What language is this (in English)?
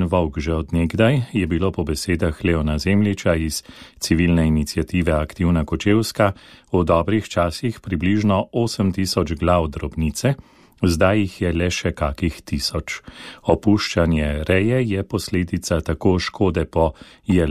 Slovenian